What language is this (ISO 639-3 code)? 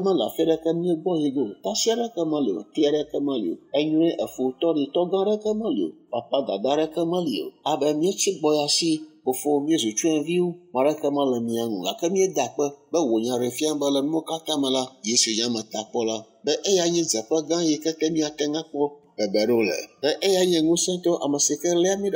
ewe